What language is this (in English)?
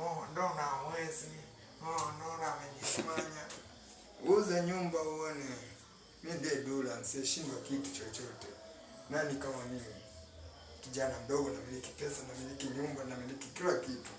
Swahili